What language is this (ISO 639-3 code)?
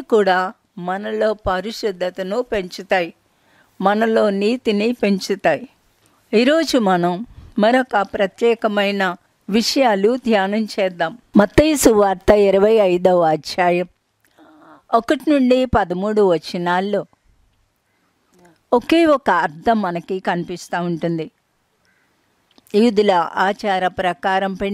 tel